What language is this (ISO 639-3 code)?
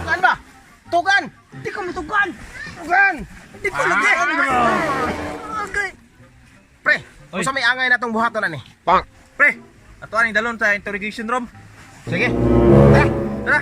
ceb